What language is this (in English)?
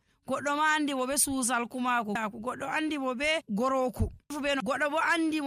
Fula